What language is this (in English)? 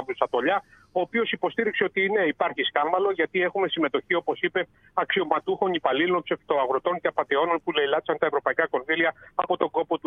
Greek